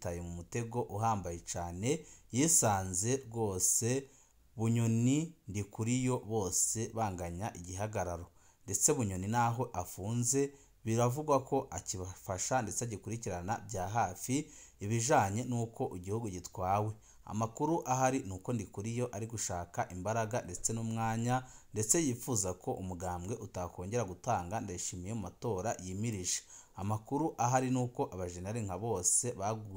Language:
Rundi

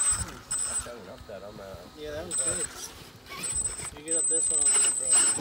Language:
English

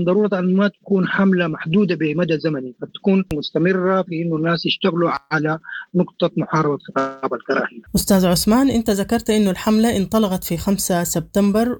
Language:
Sudanese Arabic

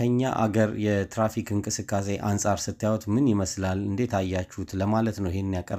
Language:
Amharic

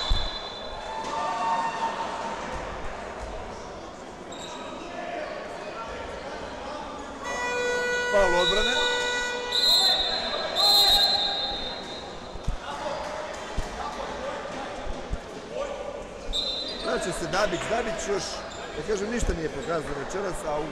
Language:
Serbian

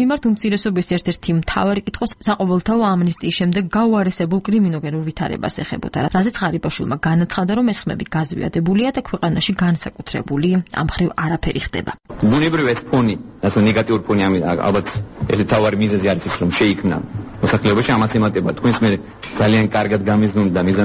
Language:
Georgian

